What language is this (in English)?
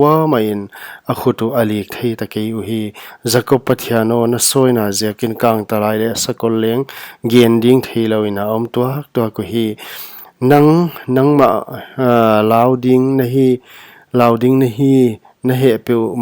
Paite Chin